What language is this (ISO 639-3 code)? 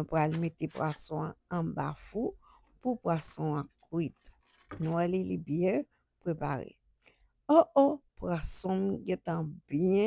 hat